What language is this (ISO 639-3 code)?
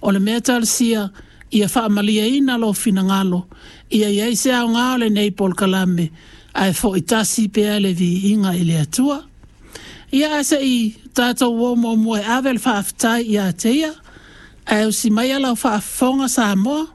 smo